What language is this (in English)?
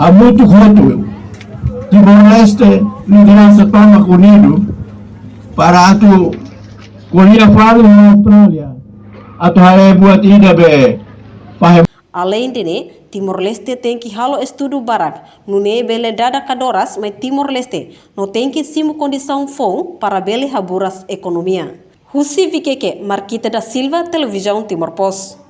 Tetum